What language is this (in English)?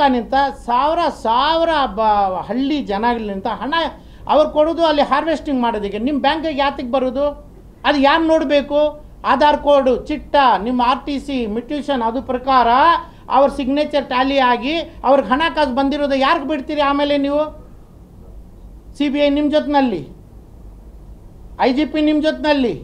Kannada